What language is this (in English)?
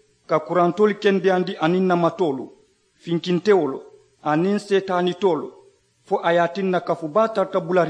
Mandingo